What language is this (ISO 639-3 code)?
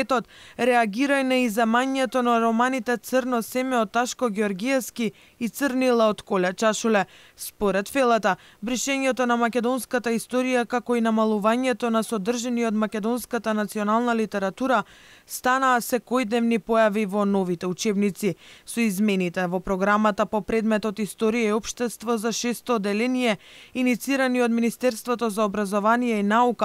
mkd